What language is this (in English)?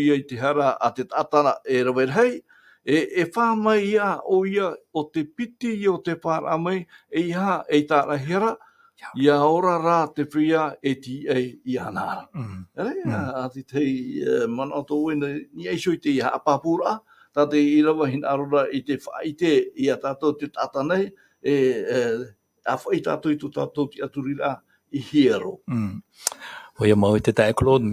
Tahitian